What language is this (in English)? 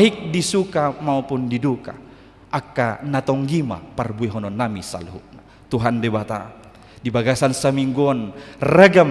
Batak Toba